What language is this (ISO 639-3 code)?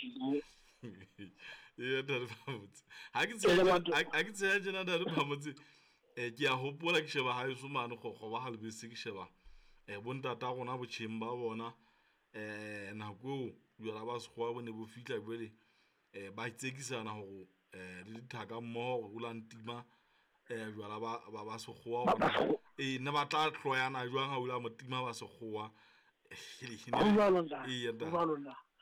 sot